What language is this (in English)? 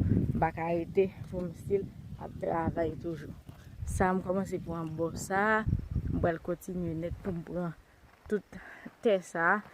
Haitian Creole